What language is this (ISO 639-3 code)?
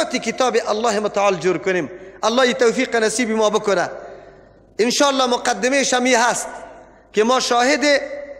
fas